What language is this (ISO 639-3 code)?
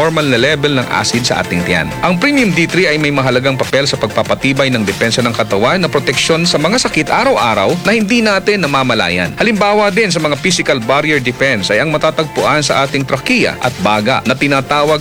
fil